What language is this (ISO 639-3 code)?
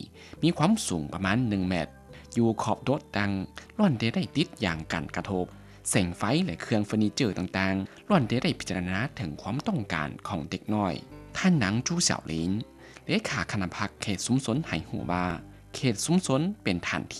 lao